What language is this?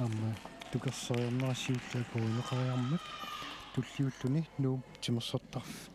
Kalaallisut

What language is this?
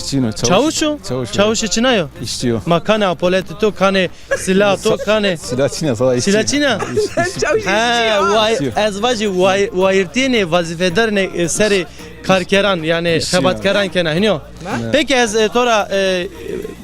Zaza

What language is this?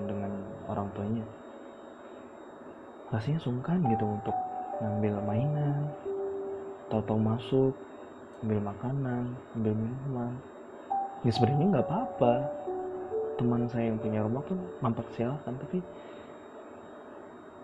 Indonesian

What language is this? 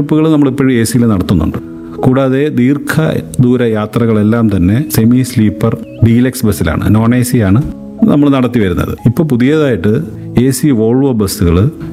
Malayalam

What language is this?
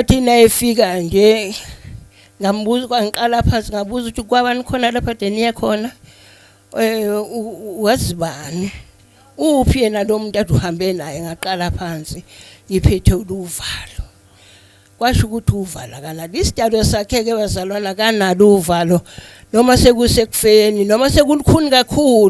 Zulu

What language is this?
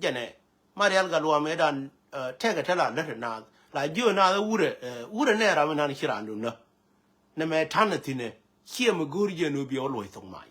Nuer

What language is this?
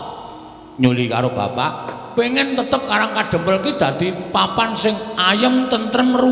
Javanese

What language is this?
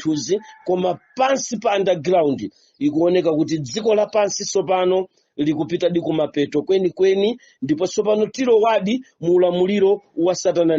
Nyanja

